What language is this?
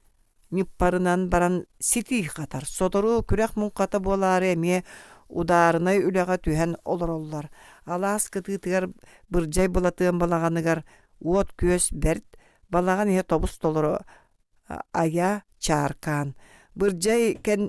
Yakut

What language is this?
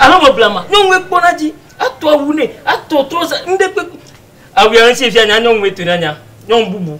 Ewe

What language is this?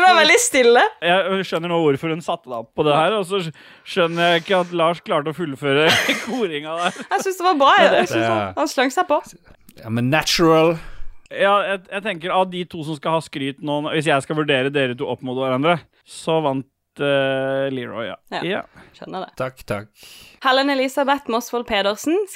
Norwegian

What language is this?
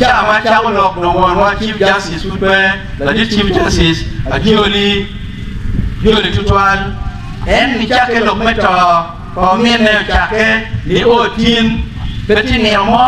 Acoli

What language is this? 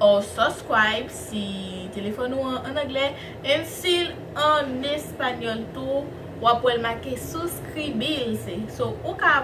Haitian Creole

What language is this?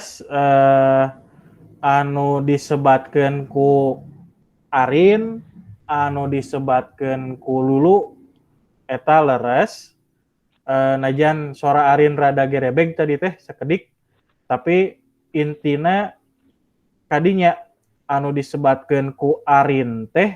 Sundanese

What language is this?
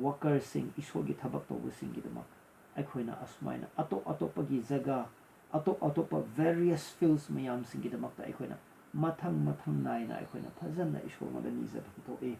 Manipuri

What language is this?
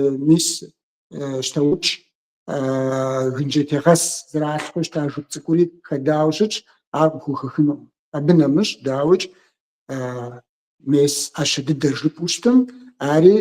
Kabardian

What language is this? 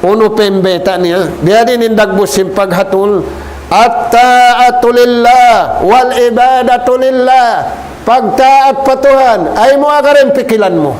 Tausug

